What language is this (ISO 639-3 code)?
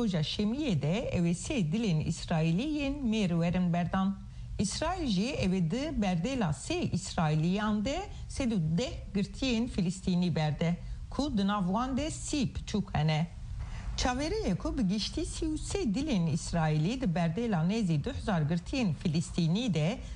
kur